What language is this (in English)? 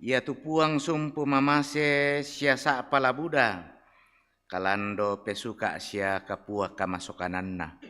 Toraja-Sa'dan